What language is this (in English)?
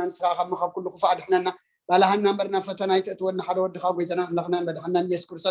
Tigrinya